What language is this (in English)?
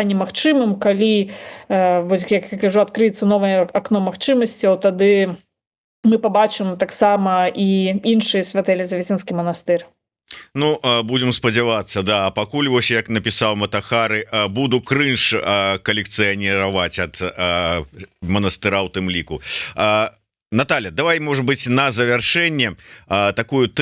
Belarusian